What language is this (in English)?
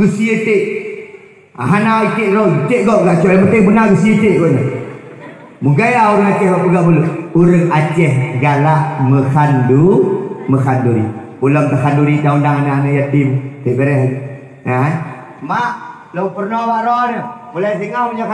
Achinese